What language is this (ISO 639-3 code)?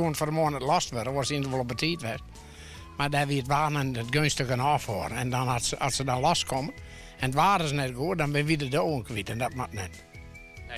fry